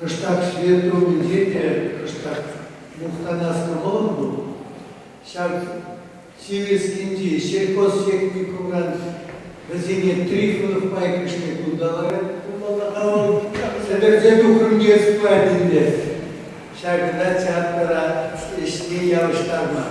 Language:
Chuvash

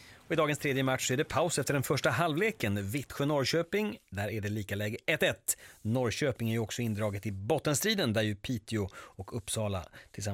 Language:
Swedish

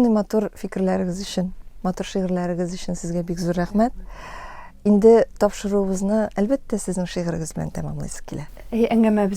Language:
Tatar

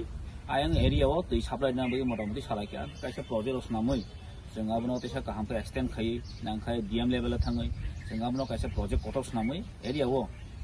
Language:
Kok Borok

